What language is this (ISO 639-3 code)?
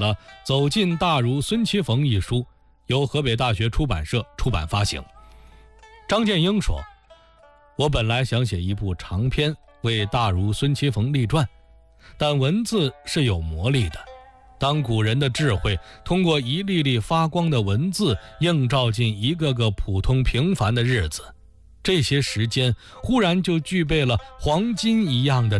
zho